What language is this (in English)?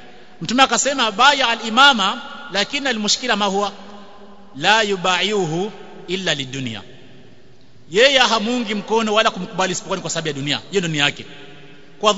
Swahili